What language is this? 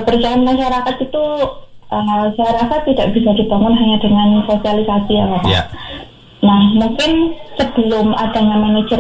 Indonesian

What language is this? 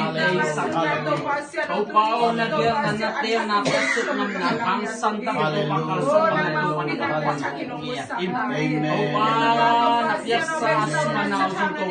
Tedim Chin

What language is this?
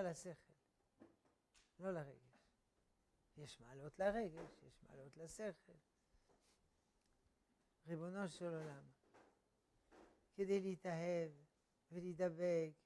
Hebrew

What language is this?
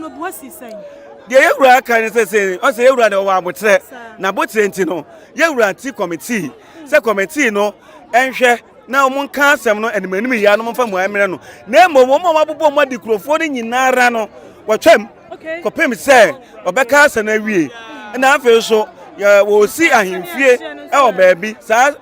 Akan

